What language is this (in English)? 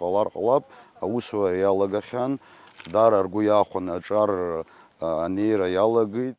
Abkhazian